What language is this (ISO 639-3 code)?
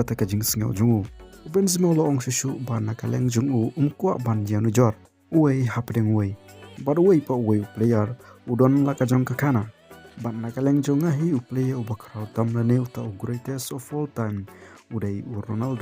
kha